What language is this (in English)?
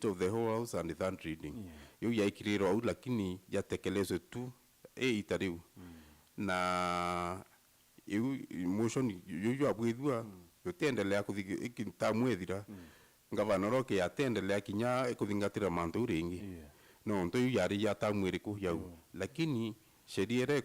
Meru